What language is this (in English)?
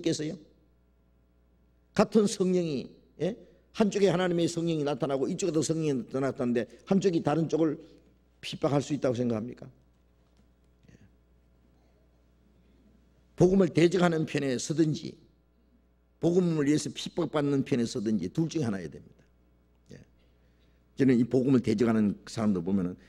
Korean